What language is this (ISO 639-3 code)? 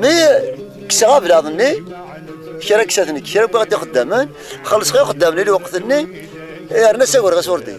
kab